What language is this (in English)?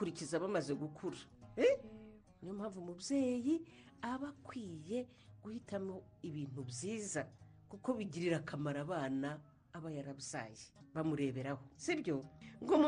Kinyarwanda